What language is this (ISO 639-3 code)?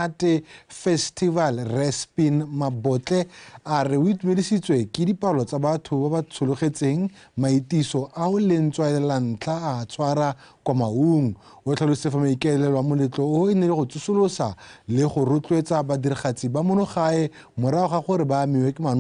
tsn